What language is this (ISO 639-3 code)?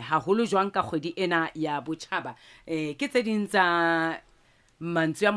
sot